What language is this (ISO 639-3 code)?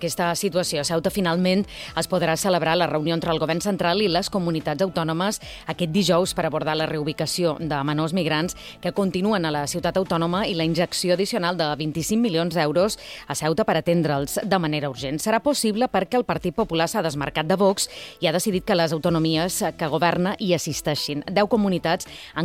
cat